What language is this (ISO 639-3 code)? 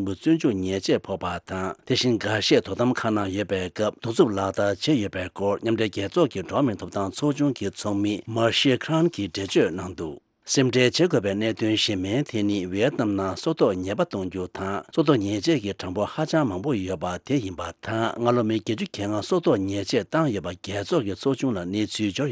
bod